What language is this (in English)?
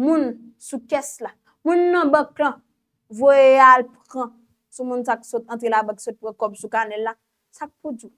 Haitian Creole